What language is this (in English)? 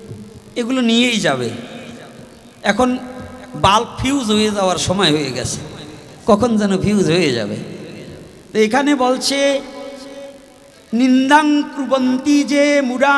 Bangla